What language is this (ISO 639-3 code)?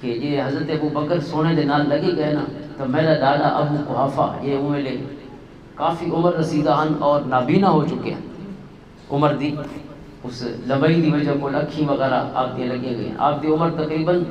lah